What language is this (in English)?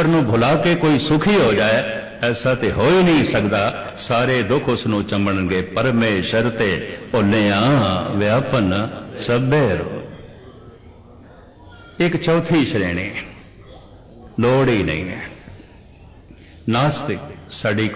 Punjabi